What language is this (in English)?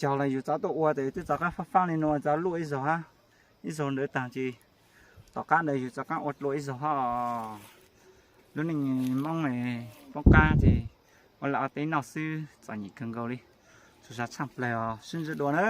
Hmong